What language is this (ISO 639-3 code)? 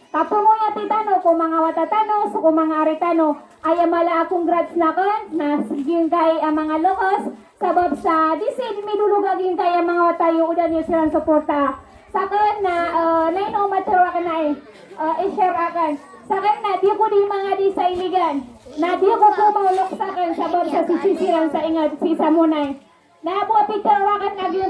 mrw